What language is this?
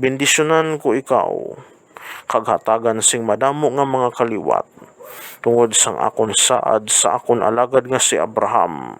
Hiligaynon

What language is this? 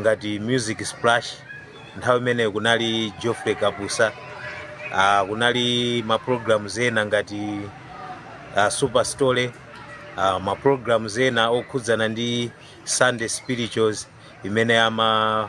Nyanja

